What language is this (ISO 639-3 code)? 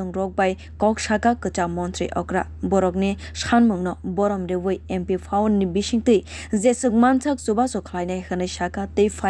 trp